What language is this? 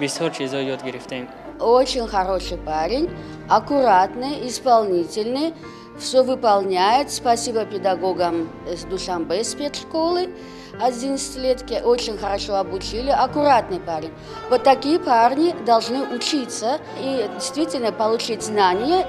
Tajik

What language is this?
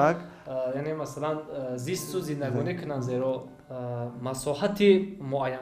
Tajik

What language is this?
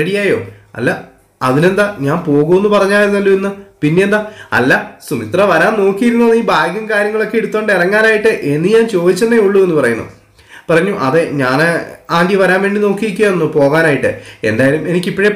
Malayalam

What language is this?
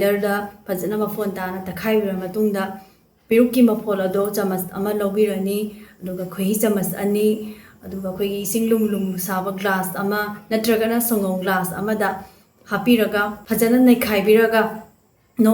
Manipuri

